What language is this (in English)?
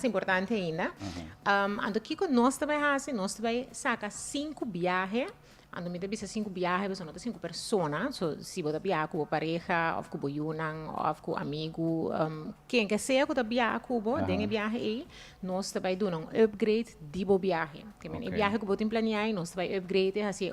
Papiamento